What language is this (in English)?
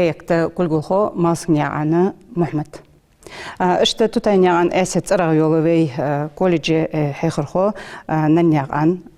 Ingush